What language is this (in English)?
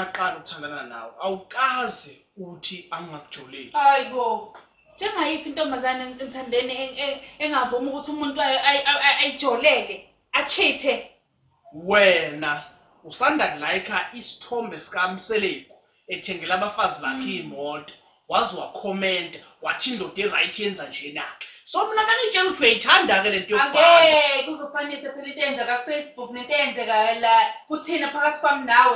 Zulu